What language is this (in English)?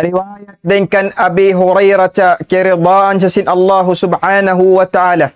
Tausug